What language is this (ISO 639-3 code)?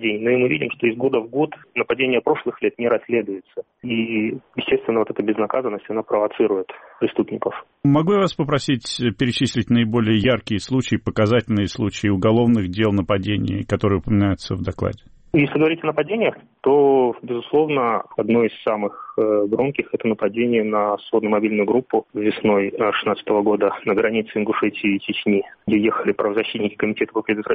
rus